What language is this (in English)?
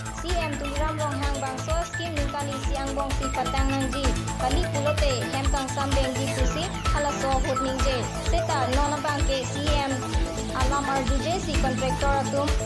Karbi